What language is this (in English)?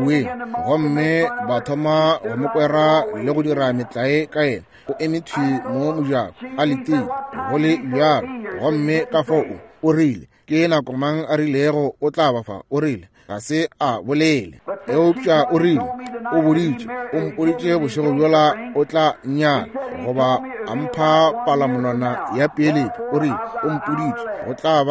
Northern Sotho